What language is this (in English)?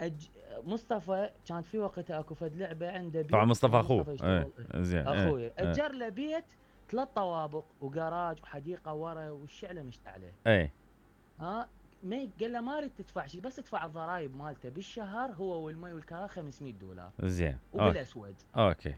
Mesopotamian Arabic